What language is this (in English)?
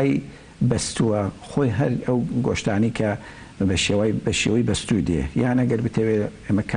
Central Kurdish